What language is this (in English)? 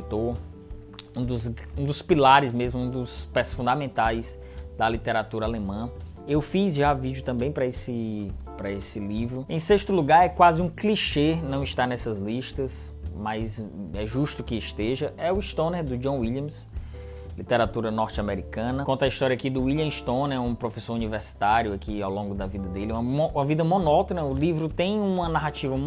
Portuguese